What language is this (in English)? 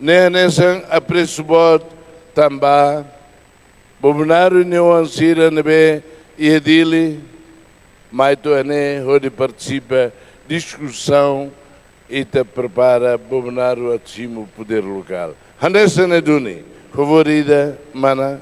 Tetum